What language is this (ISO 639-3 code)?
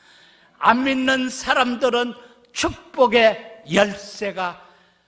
kor